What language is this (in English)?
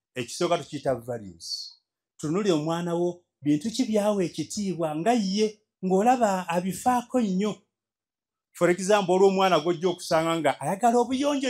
Ganda